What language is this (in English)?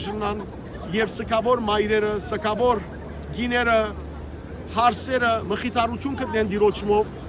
Western Armenian